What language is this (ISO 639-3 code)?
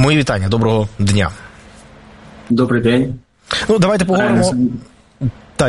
ukr